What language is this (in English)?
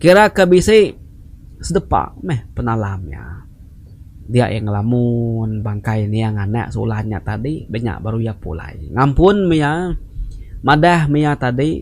Iban